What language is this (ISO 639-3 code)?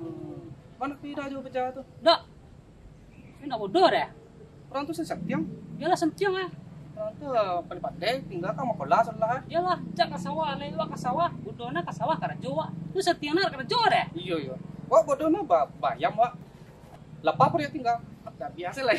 min